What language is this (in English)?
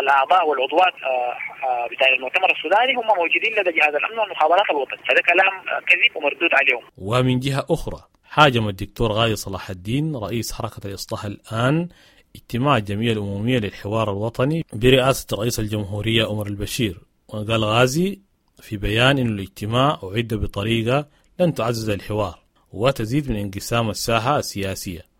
Sudanese Arabic